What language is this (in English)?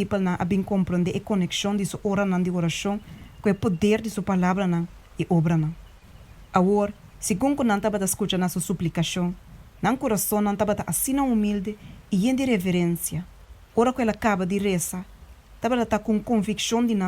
Papiamento